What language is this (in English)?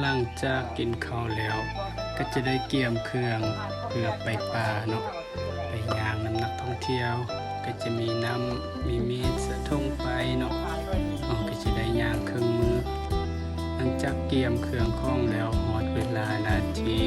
Lao